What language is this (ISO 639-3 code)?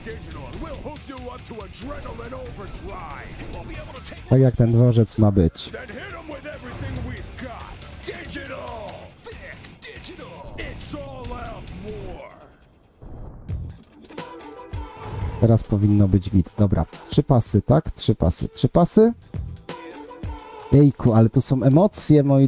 pol